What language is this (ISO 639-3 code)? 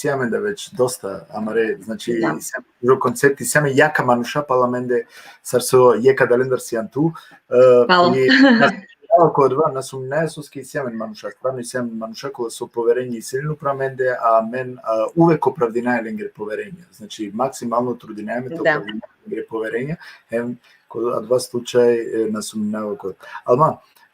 rmn